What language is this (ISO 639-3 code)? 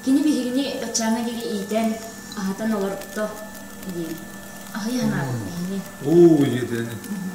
sah